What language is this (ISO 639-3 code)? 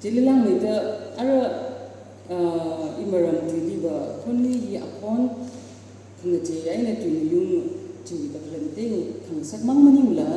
nmf